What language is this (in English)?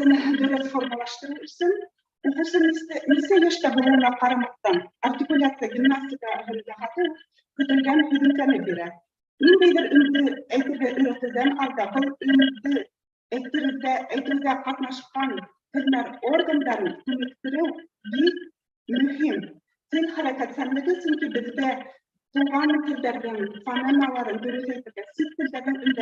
Bashkir